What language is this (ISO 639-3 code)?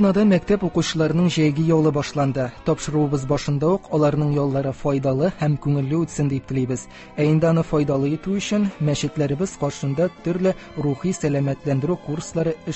tat